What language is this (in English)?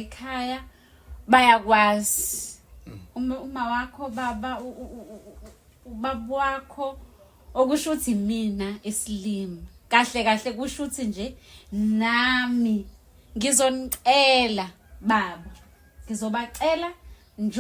Zulu